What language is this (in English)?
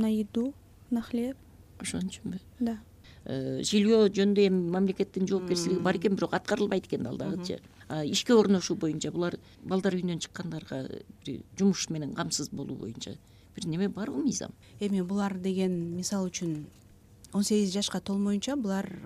Kyrgyz